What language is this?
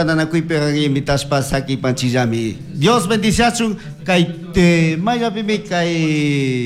Chimborazo Highland Quichua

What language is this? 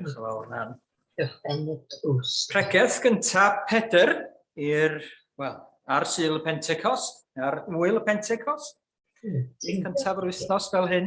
Welsh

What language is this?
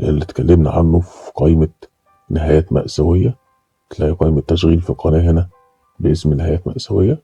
Egyptian Arabic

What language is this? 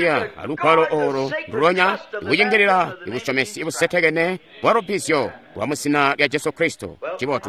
Tonga (Zambia)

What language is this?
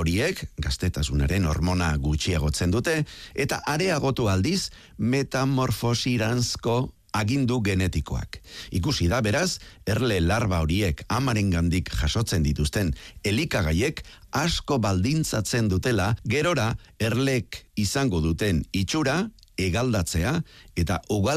Basque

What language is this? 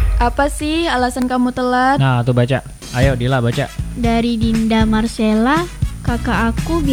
Indonesian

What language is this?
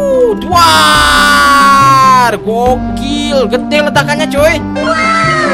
Indonesian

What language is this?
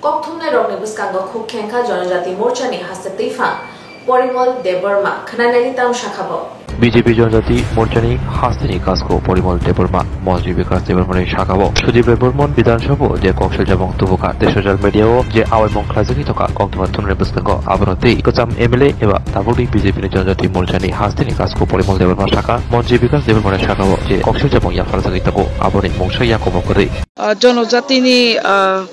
Kok Borok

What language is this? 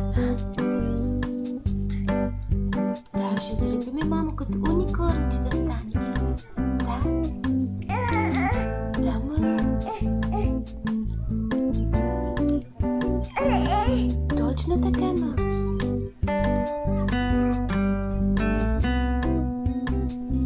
Bulgarian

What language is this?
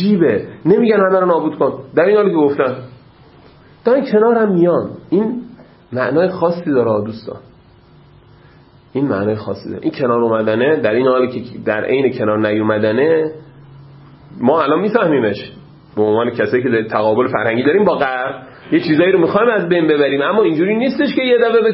Persian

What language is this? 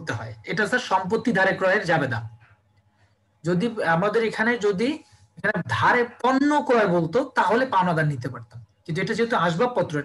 Bangla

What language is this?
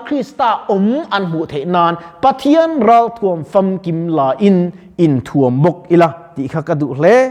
Mizo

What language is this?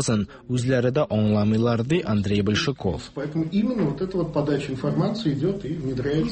Tatar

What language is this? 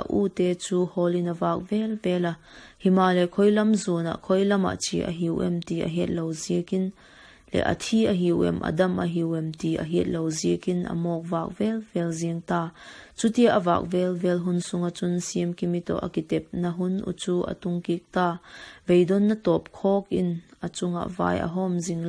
Vaiphei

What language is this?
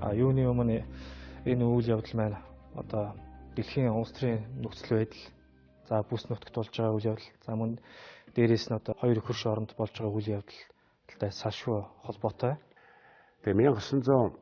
Mongolian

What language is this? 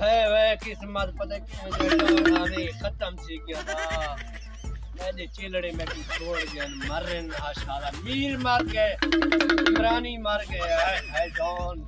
Saraiki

